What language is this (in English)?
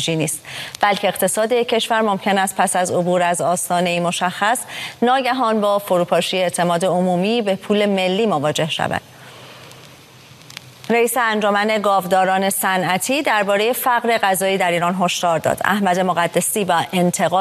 Persian